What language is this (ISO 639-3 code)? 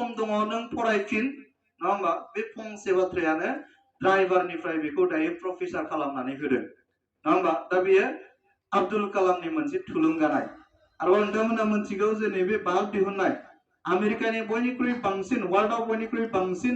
brx